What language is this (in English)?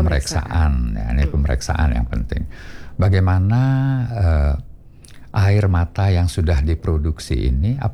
Indonesian